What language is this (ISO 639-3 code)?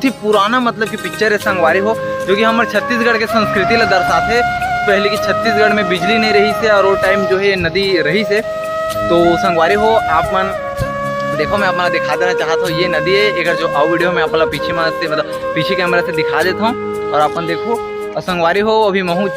hne